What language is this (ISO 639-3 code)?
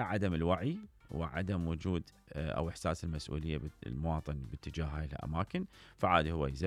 acm